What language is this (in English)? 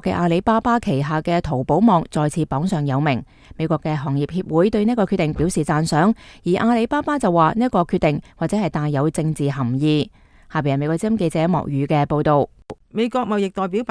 Cantonese